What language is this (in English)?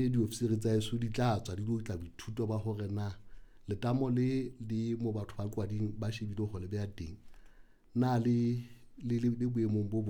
Southern Sotho